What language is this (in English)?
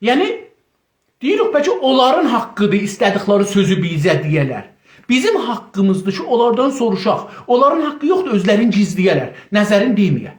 South Azerbaijani